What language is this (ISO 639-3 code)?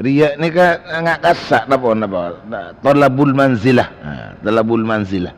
mad